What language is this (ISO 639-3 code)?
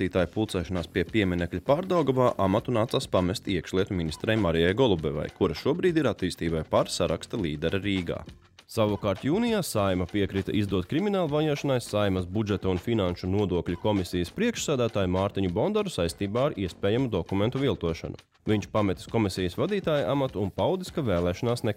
lav